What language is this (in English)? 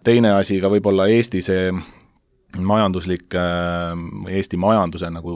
Estonian